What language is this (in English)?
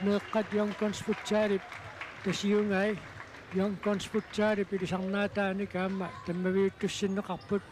Kalaallisut